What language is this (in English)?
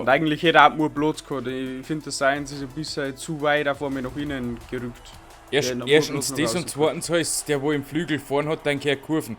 Bavarian